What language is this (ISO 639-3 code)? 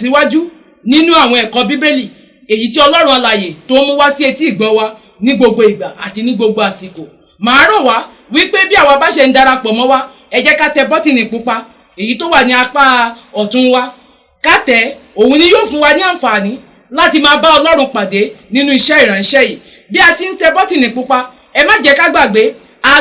yor